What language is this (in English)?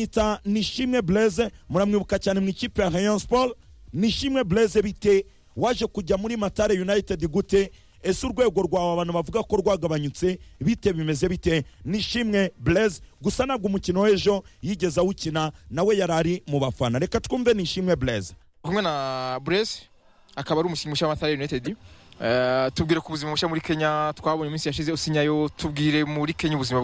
Kinyarwanda